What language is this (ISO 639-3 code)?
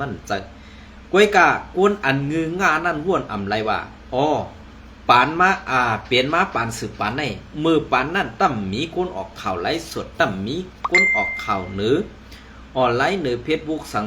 shn